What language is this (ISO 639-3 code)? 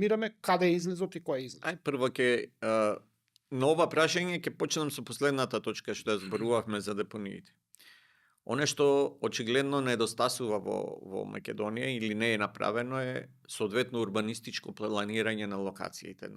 mkd